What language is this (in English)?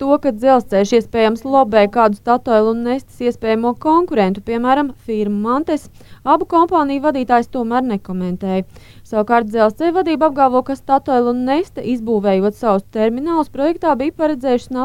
Latvian